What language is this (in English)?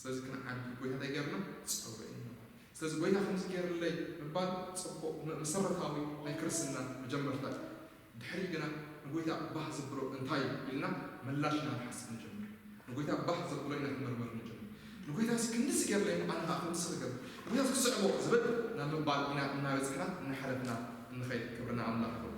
Tigrinya